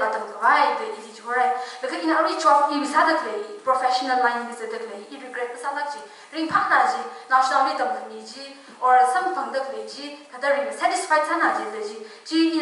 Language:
Tangkhul Naga (India)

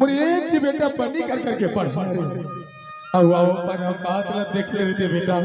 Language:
Chhattisgarhi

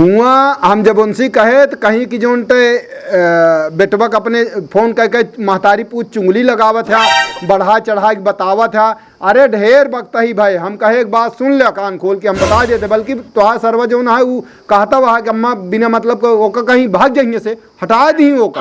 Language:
Awadhi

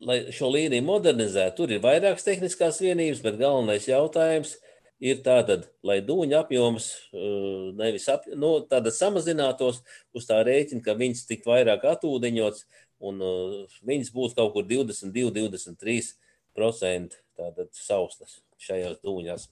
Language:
Latvian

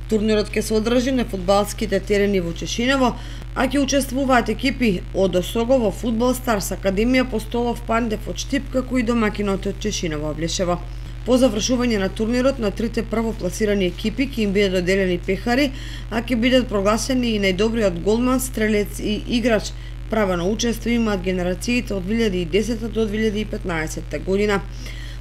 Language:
Macedonian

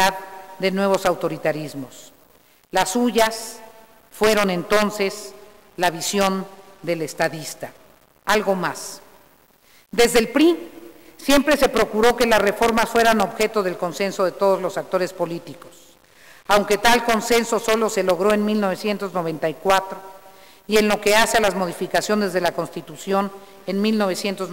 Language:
Spanish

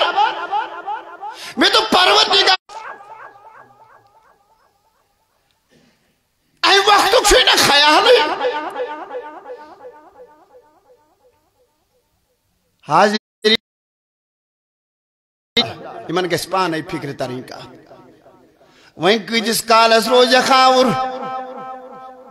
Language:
Kashmiri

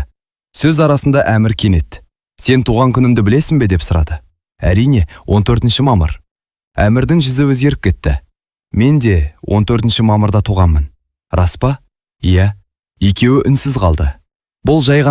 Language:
Kazakh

